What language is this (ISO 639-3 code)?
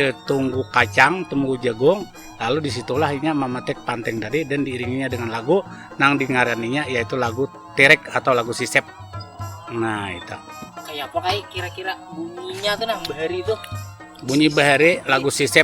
bjn